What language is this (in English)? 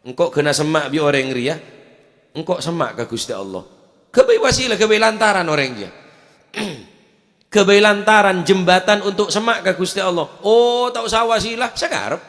Madurese